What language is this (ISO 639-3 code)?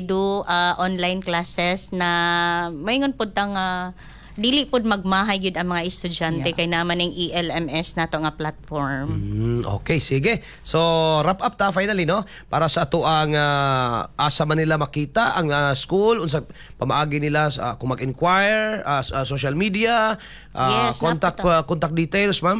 ceb